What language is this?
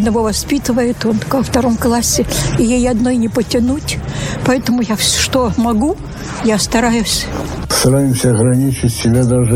Russian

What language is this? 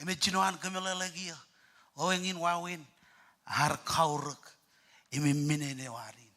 Marshallese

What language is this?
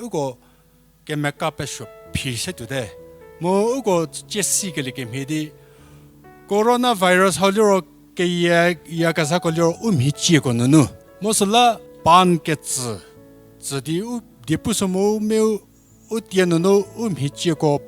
Angami Naga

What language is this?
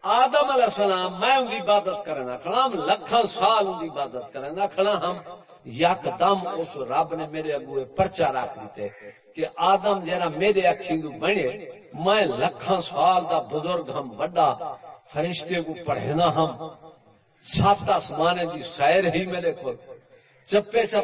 Saraiki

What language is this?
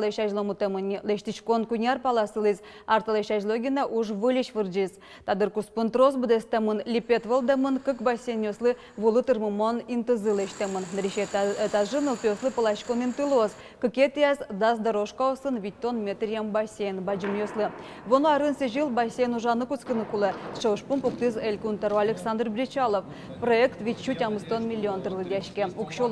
Udmurt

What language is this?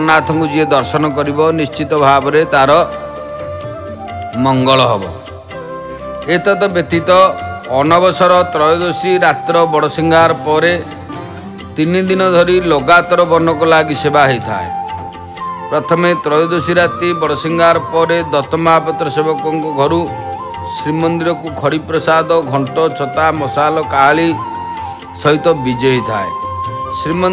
Odia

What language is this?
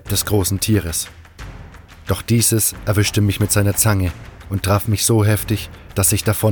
German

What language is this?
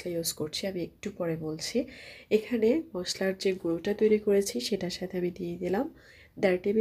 Bangla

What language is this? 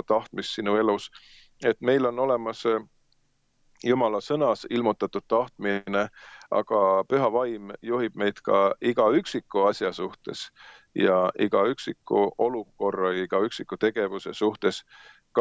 Estonian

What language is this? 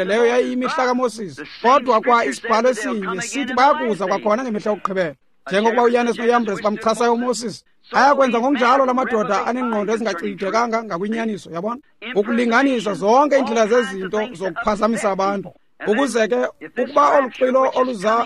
Xhosa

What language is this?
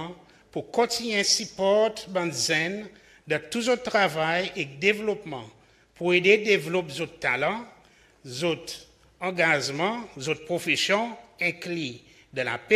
Seselwa Creole French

